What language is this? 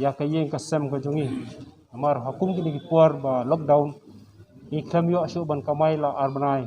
Khasi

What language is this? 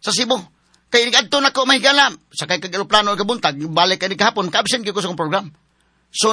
Cebuano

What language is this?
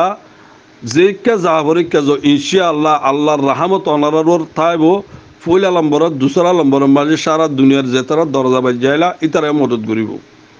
Rohingya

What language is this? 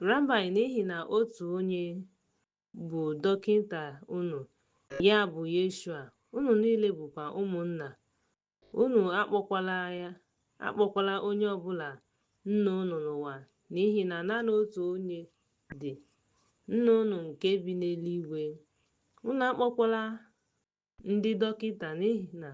Igbo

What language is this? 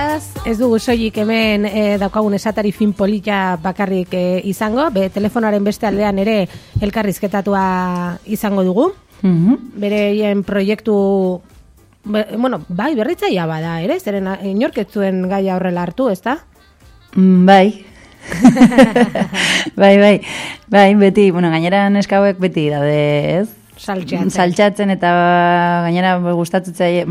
Basque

